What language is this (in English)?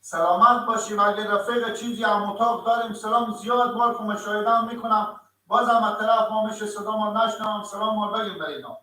Persian